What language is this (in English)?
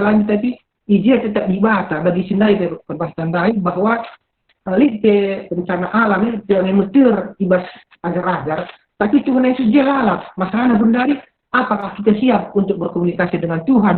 Batak Karo